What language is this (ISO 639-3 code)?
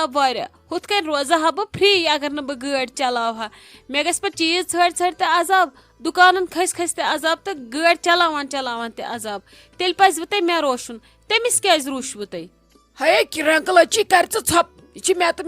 kas